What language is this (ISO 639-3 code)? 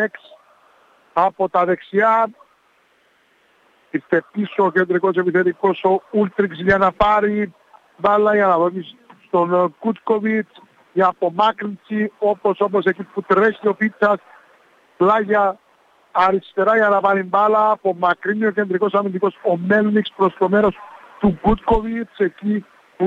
ell